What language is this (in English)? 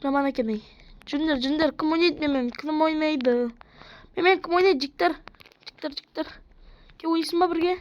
Kazakh